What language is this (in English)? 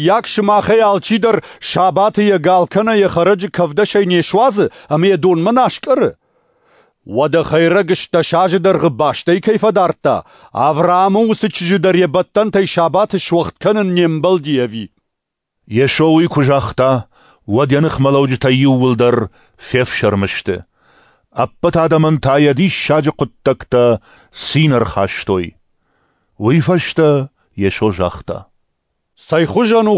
Ossetic